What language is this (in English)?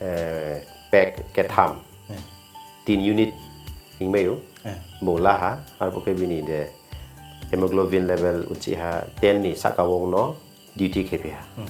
Riang (India)